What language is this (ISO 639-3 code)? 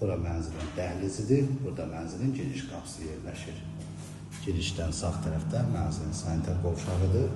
aze